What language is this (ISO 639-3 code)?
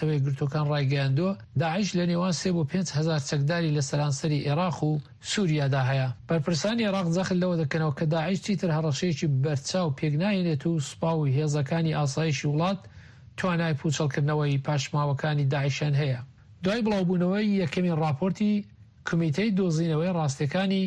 ckb